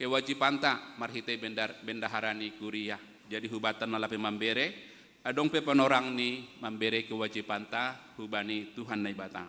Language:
Batak Simalungun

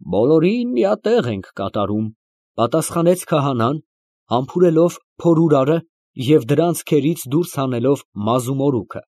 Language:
Armenian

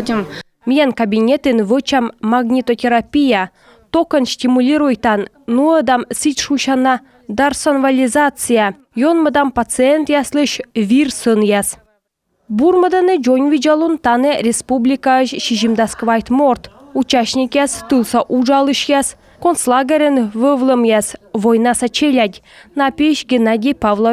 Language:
Komi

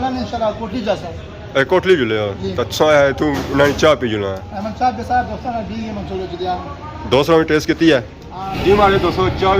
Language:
Pahari-Potwari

